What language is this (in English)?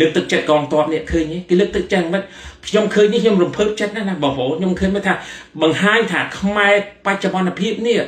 Khmer